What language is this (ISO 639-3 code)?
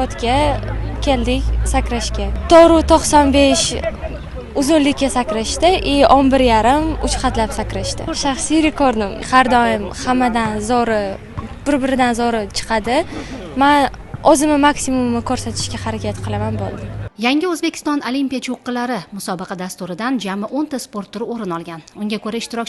uzb